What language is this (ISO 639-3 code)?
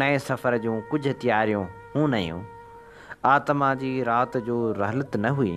snd